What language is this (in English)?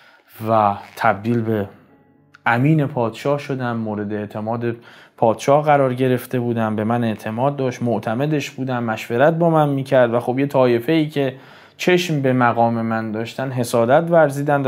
Persian